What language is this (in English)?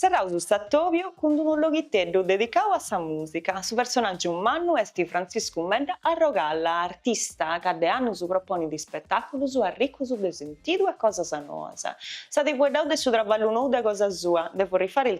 Sardinian